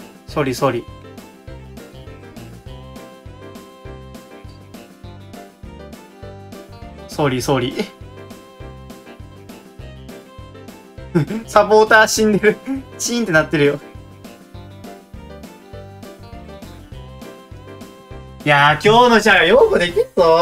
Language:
Japanese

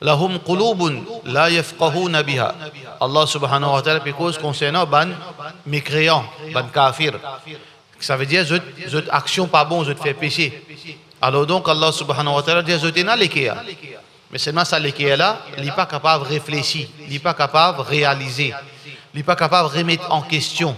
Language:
Morisyen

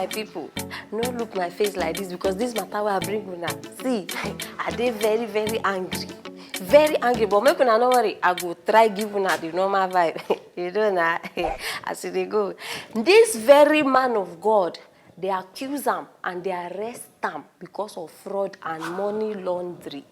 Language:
Nigerian Pidgin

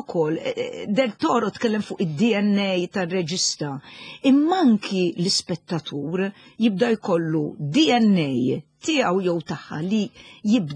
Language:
Maltese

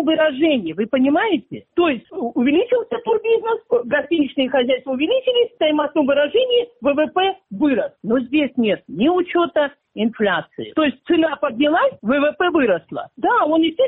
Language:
Russian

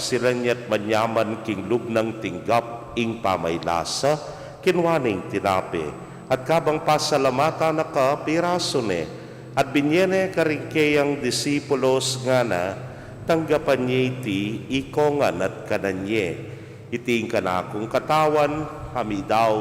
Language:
Pampanga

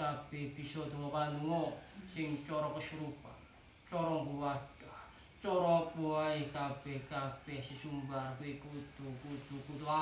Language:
Javanese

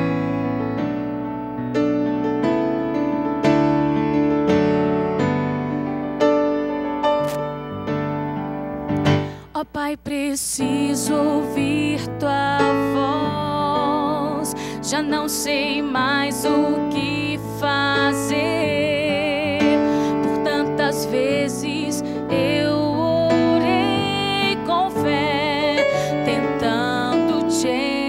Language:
Portuguese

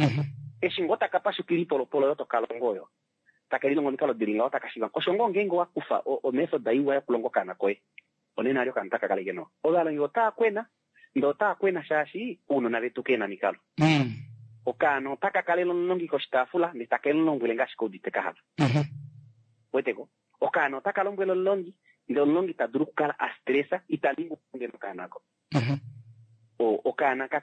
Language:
Kuanyama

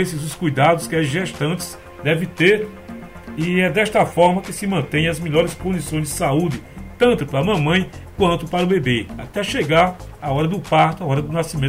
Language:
Portuguese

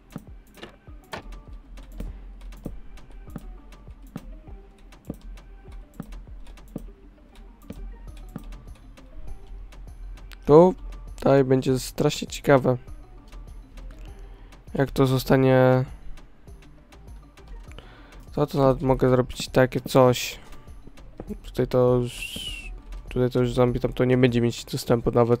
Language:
Polish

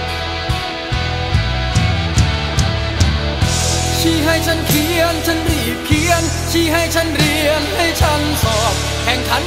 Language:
Thai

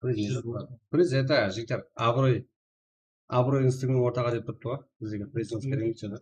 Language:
Kara-Kalpak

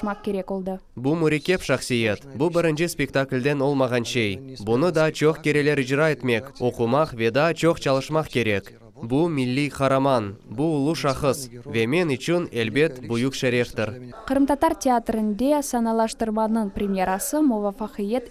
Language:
Crimean Tatar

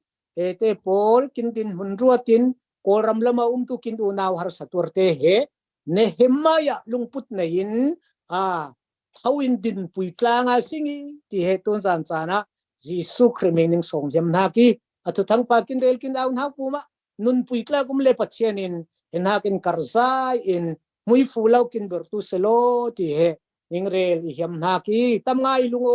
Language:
Falam Chin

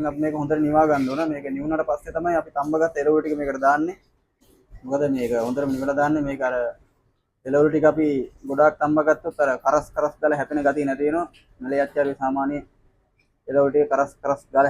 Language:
Sinhala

